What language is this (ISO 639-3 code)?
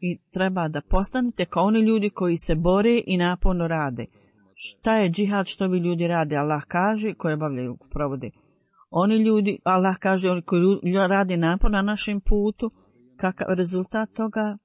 bos